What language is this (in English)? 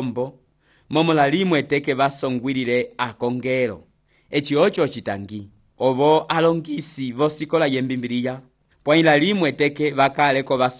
Umbundu